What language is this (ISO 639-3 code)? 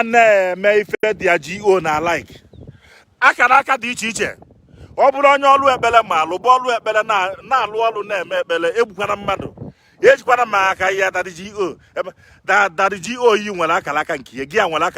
ibo